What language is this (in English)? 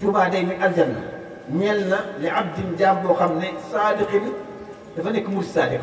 Wolof